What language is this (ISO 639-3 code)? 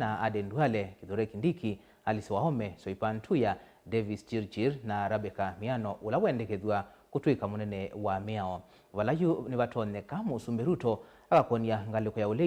kam